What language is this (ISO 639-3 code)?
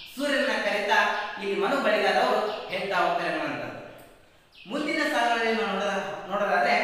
kan